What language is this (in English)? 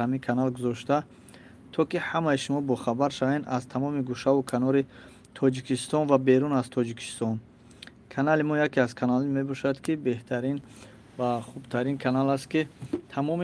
Tajik